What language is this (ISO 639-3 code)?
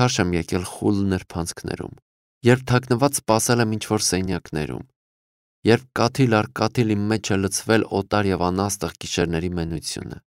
hye